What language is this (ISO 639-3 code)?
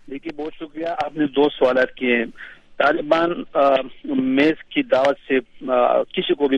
urd